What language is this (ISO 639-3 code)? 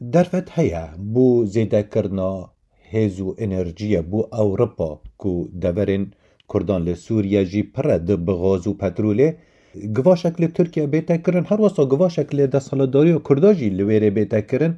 kur